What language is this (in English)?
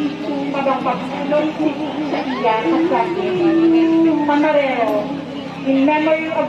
Hiligaynon